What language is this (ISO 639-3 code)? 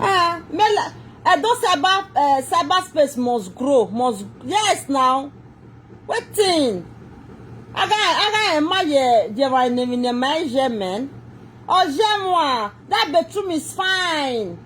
pcm